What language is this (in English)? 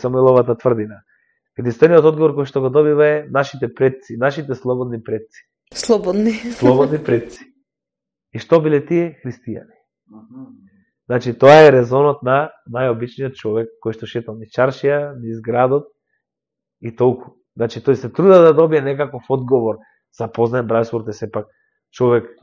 Macedonian